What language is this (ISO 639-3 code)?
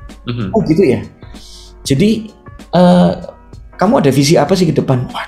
ind